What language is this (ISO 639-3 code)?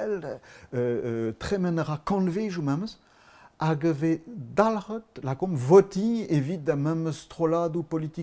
bre